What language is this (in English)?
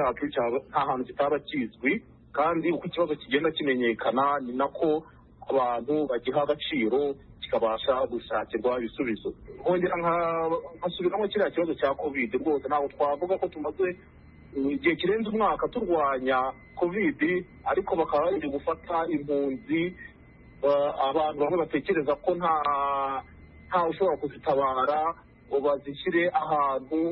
Kinyarwanda